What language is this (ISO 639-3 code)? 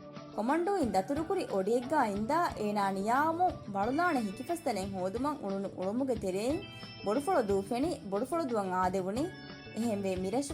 div